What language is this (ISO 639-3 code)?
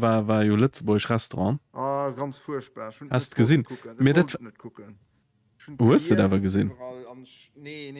ltz